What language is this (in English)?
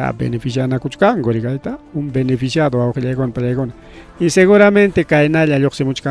Ayacucho Quechua